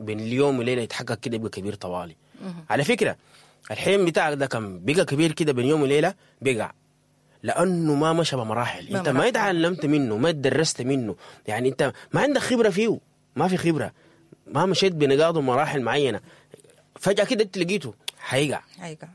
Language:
Sudanese Arabic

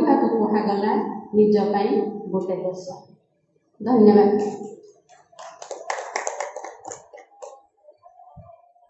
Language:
Odia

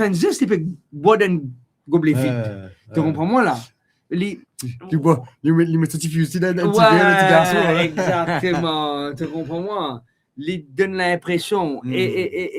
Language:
Morisyen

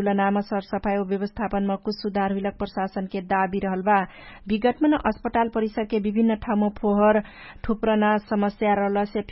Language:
Dangaura Tharu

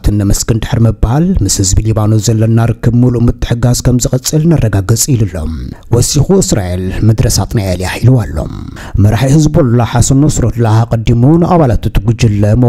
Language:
Tigrinya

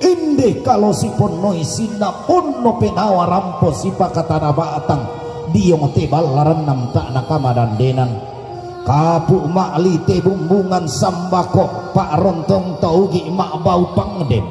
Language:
Toraja-Sa'dan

